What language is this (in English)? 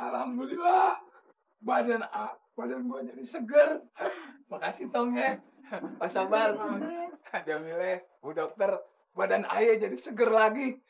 Betawi